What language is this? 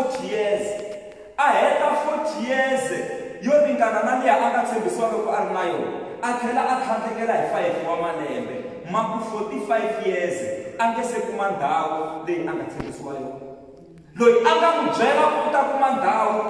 Tsonga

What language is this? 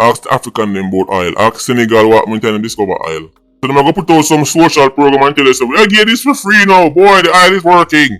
Jamaican Creole English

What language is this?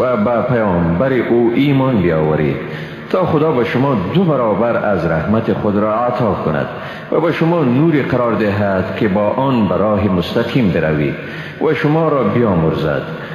Persian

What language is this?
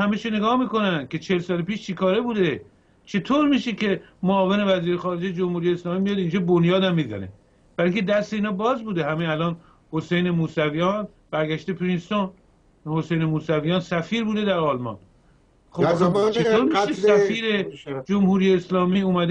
Persian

